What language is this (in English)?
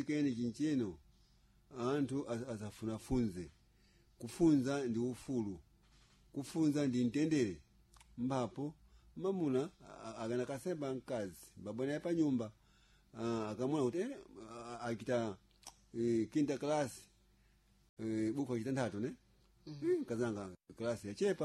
Sena